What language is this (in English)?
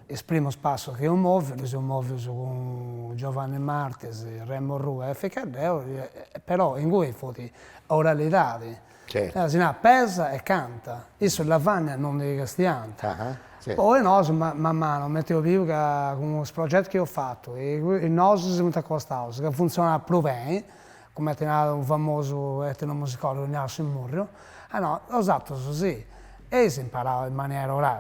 Sardinian